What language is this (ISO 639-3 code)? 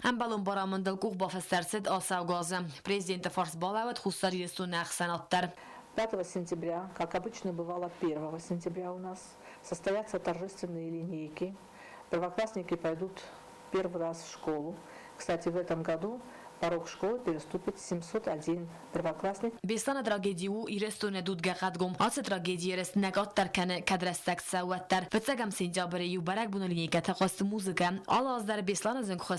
oss